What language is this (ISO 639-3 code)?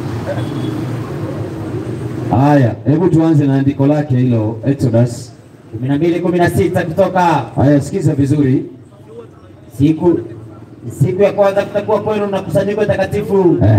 swa